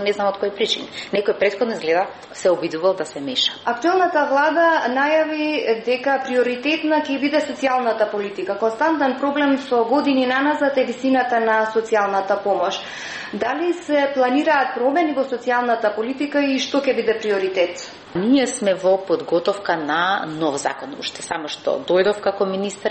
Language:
Macedonian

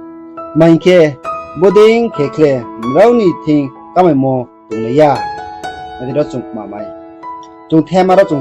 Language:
Riang (India)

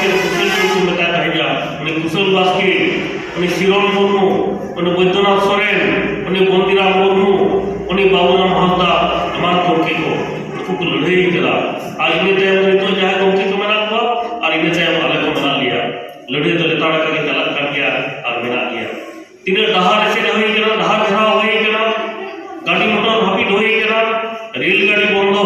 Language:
Santali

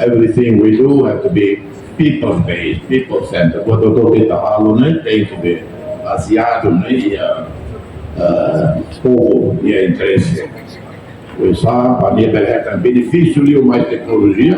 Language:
Tetum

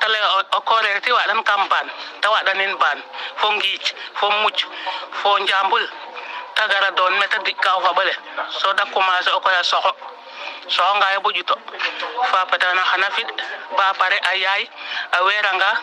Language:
Serer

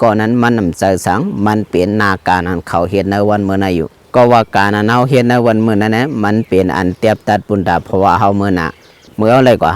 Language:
Lao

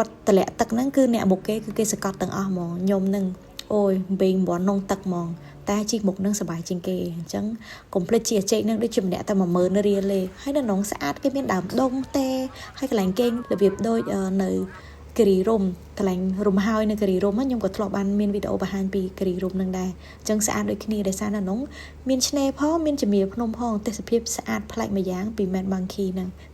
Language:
Khmer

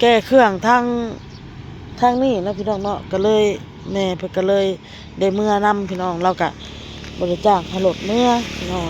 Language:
Northeastern Thai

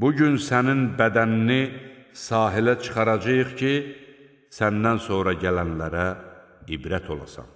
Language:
Azerbaijani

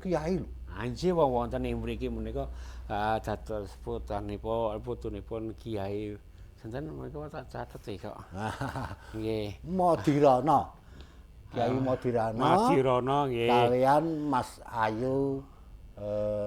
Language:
Javanese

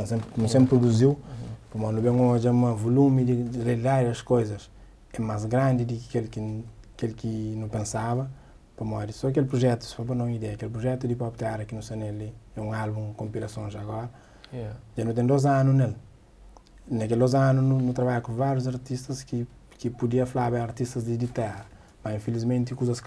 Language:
Kabuverdianu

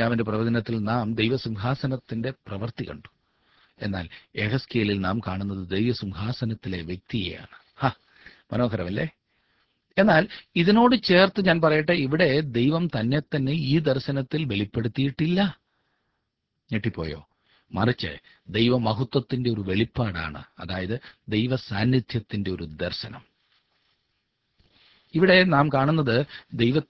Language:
Malayalam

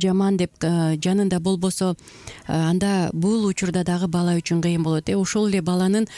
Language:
Kyrgyz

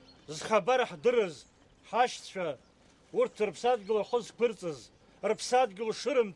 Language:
Abkhazian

